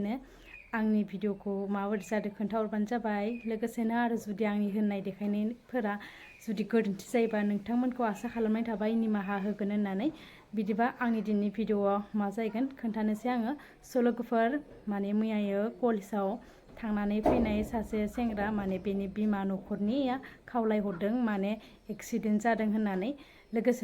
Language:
Bodo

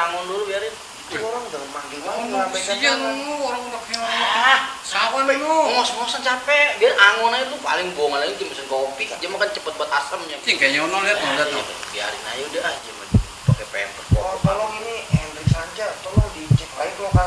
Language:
Betawi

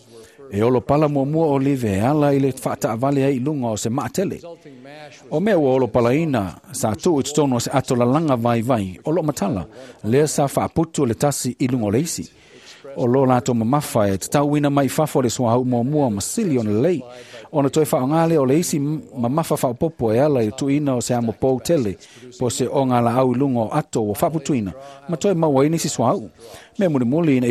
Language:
Samoan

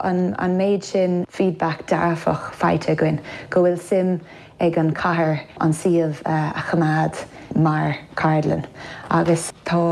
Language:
Irish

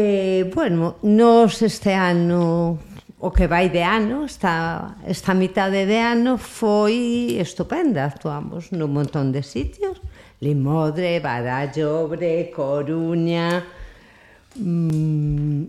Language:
Galician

